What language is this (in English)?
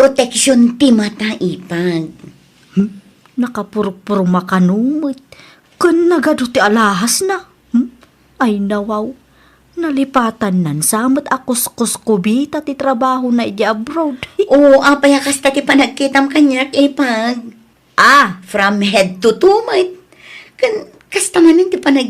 Iloko